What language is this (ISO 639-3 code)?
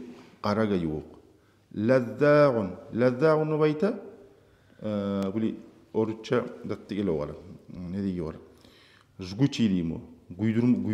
kum